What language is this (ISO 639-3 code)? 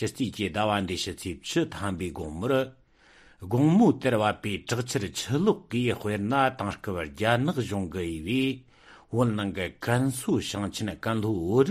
bod